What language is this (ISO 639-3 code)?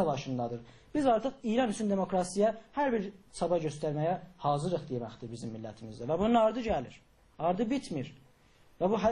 azb